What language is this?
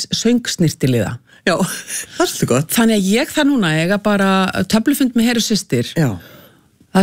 Icelandic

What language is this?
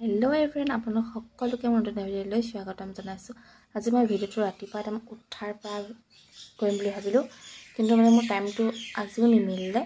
Assamese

